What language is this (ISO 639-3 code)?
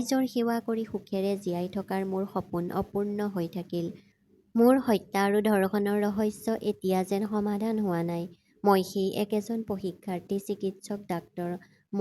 asm